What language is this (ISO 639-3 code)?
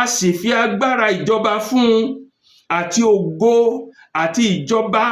yor